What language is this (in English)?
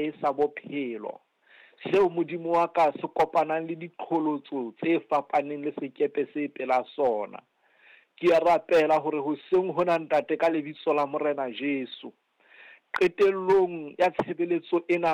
Southern Sotho